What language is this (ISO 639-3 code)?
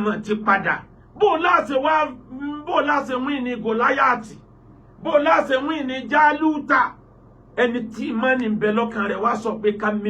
yor